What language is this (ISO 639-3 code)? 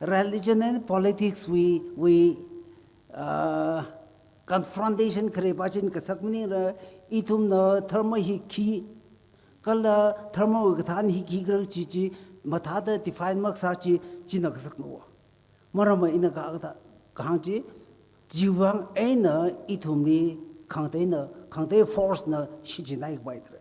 nmf